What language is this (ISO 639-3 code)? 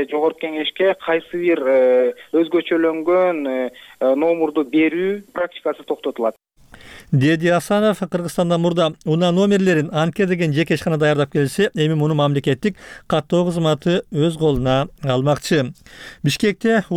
kir